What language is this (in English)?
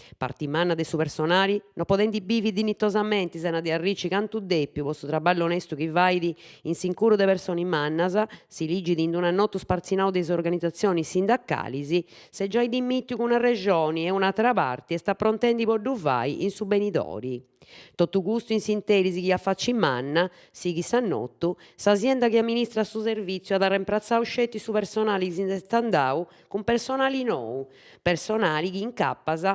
Sardinian